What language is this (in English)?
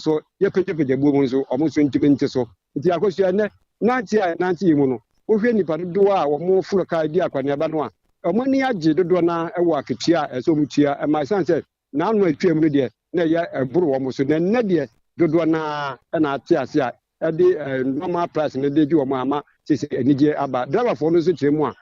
Akan